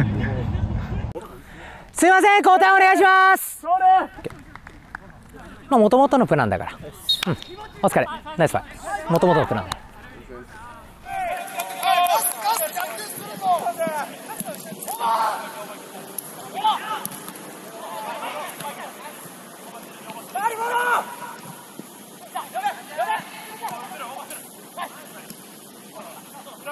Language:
Japanese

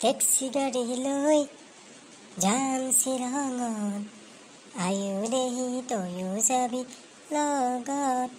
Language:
Assamese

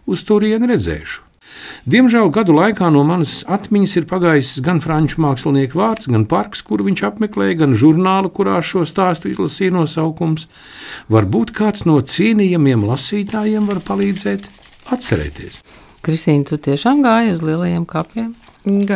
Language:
Latvian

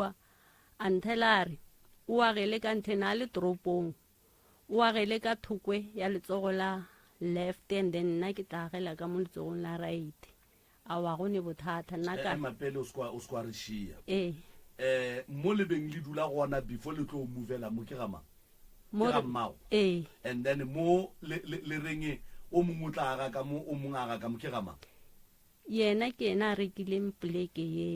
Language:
Northern Sotho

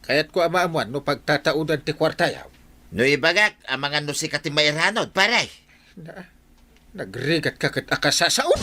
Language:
Iloko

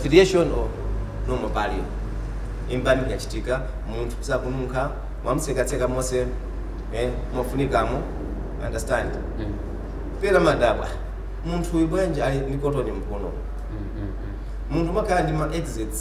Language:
Nyanja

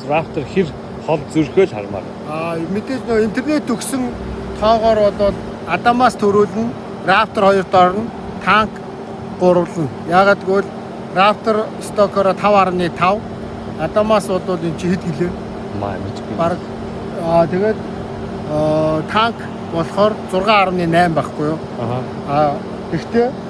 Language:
Mongolian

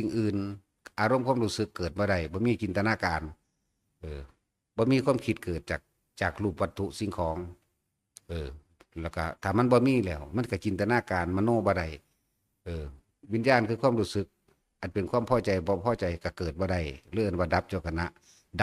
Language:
Northeastern Thai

